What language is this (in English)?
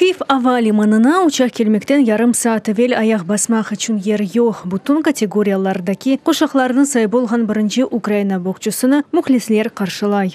Crimean Tatar